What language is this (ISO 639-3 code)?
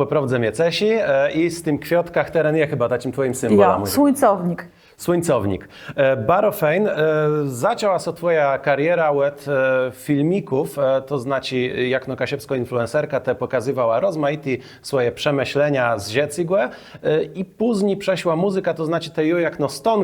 csb